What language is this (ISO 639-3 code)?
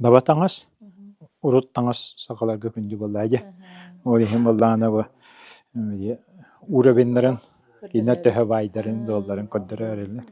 sah